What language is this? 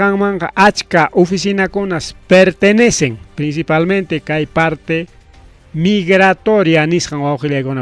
Ayacucho Quechua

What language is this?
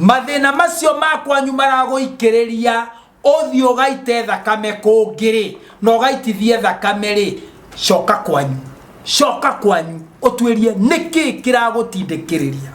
Kikuyu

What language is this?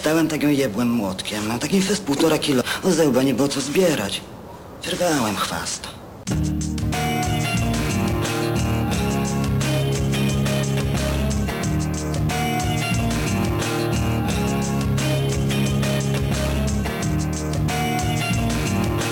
Polish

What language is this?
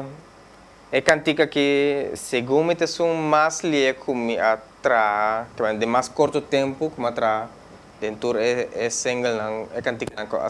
Papiamento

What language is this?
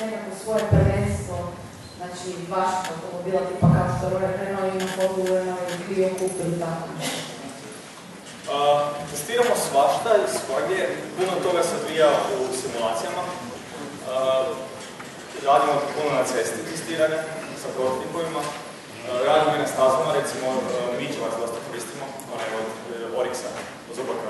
Croatian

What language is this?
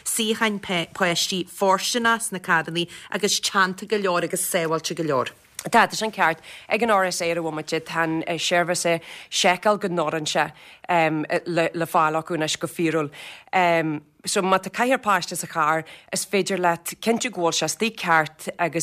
Irish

